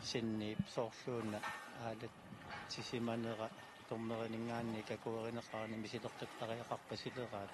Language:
Kalaallisut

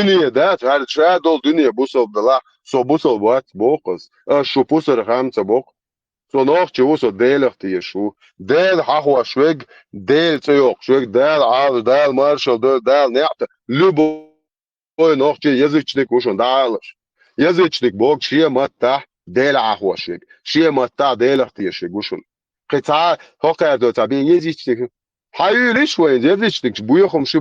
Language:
Chechen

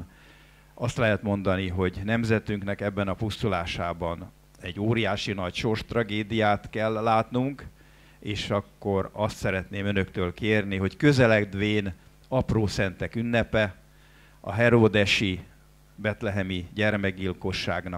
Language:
Hungarian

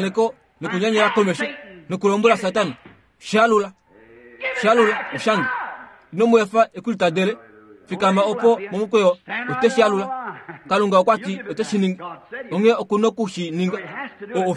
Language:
Kuanyama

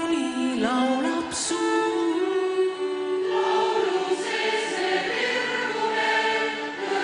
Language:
Estonian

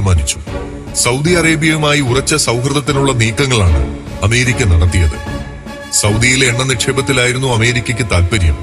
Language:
Malayalam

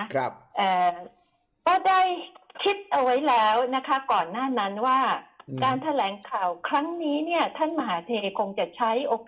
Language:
Thai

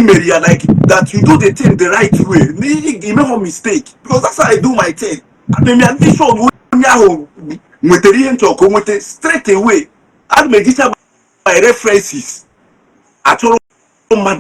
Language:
Igbo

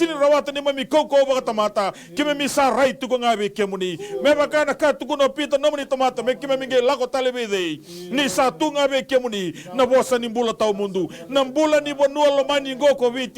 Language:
Fijian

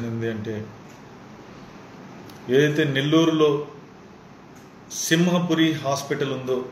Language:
Telugu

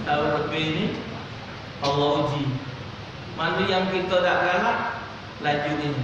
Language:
Musi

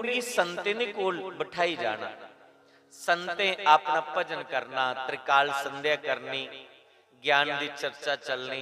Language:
Dogri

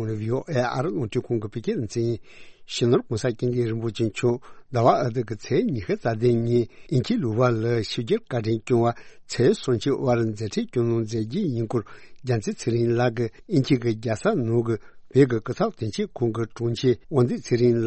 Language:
Tibetan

